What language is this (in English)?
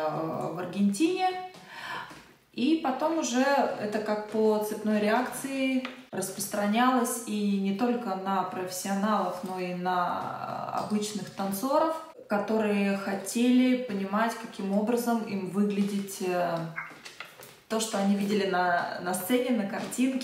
Russian